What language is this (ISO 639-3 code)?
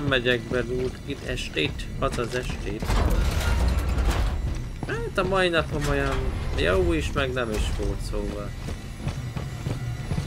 hun